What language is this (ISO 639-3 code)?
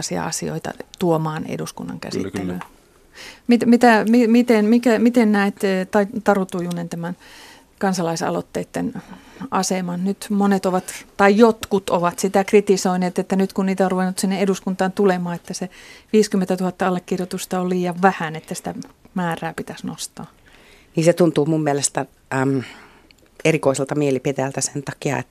fin